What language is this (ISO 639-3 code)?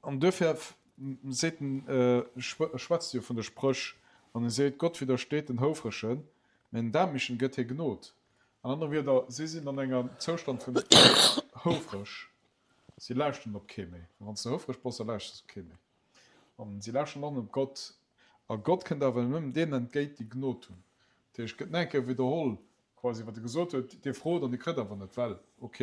ltz